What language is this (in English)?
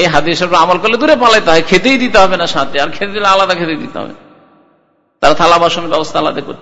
Bangla